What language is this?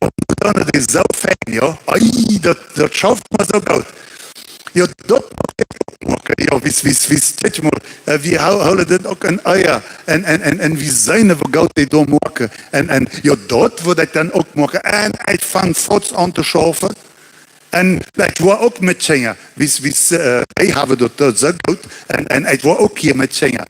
Plautdietsch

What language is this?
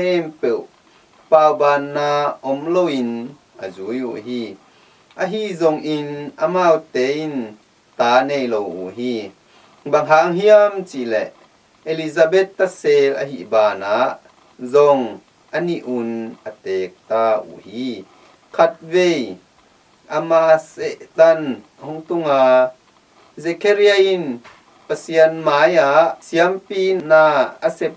Tedim Chin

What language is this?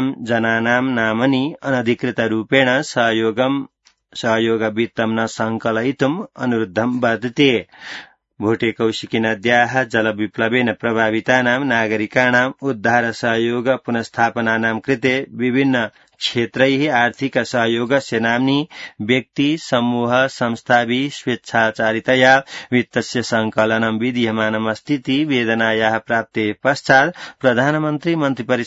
Sanskrit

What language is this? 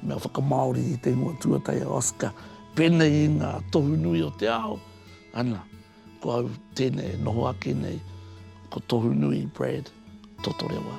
Māori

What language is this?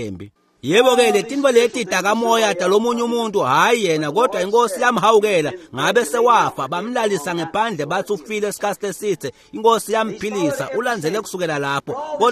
Swati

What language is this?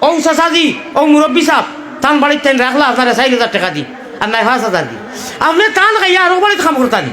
Sylheti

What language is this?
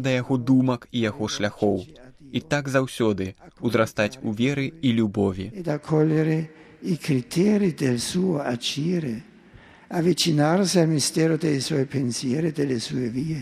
Belarusian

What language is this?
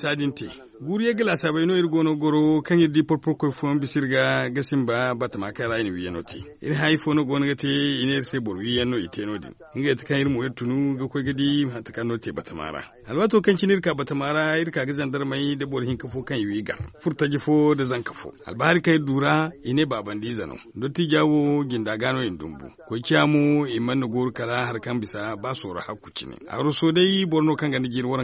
Zarma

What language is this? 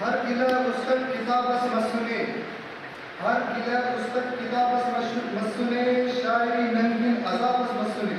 Brahui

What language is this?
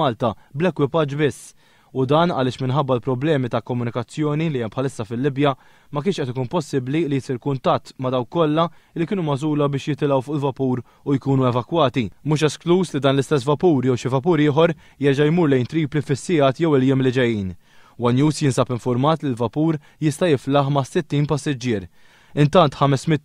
Maltese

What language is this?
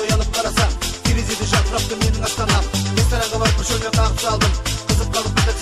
Kazakh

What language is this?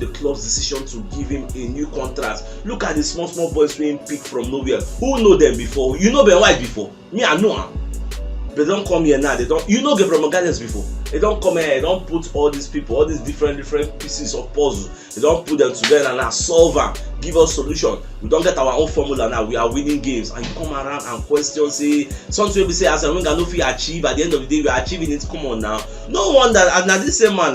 Nigerian Pidgin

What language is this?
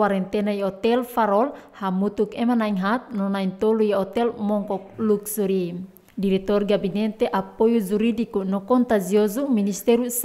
Tetum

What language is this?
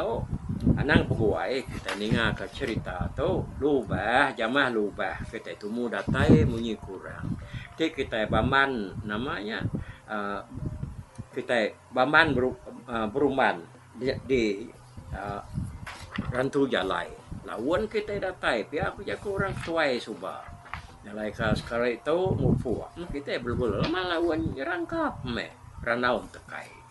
Iban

